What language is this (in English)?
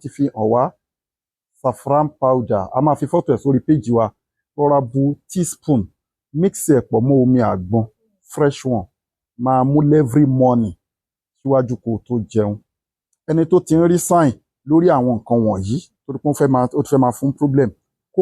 Yoruba